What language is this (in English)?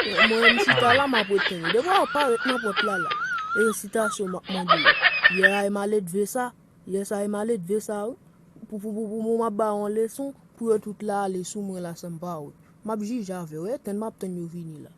Haitian Creole